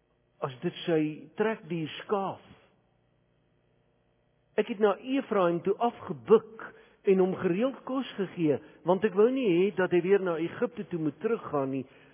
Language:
Afrikaans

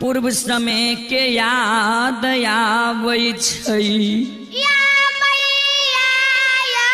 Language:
Maithili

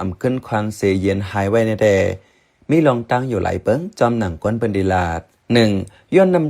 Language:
Shan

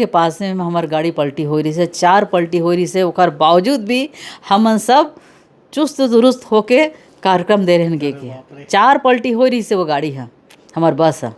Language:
Chhattisgarhi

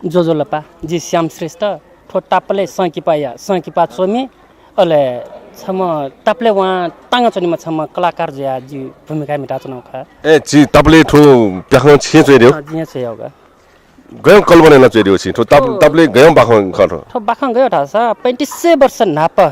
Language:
Newari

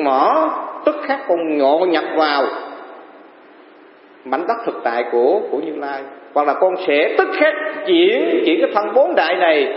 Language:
Vietnamese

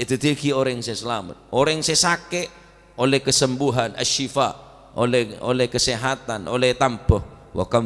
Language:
Madurese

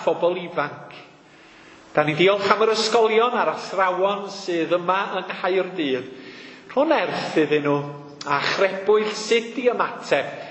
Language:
Welsh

